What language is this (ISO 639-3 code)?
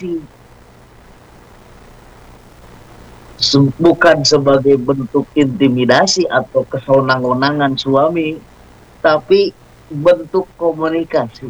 ind